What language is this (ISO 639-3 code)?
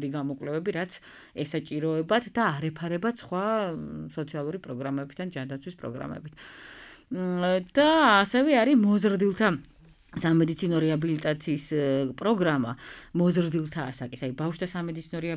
kat